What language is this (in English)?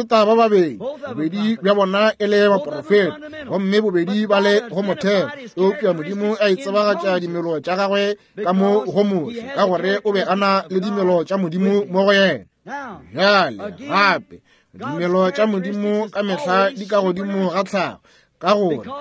Northern Sotho